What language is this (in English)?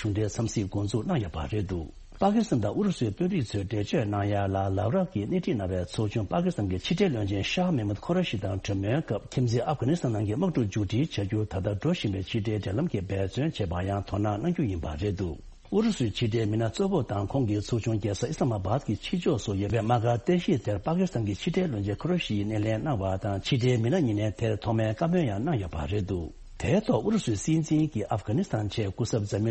Tibetan